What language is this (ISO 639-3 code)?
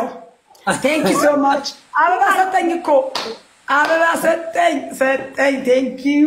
amh